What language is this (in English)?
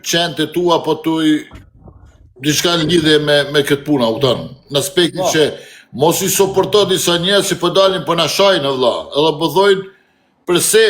Albanian